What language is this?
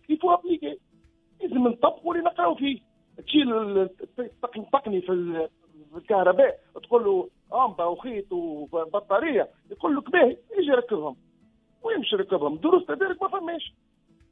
Tunisian Arabic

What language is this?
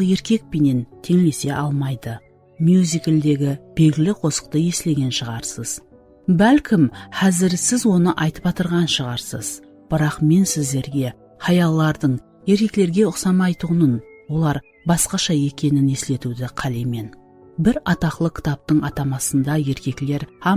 Kara-Kalpak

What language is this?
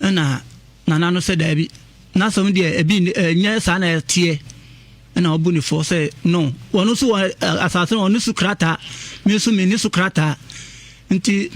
Akan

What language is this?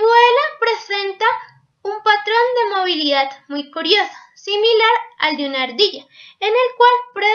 Spanish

